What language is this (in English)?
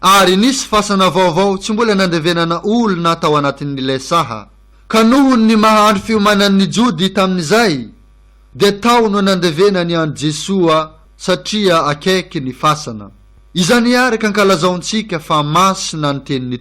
Malagasy